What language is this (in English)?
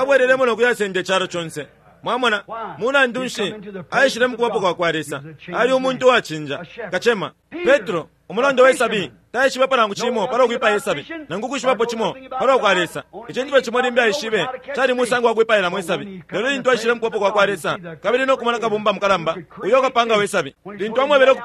Bemba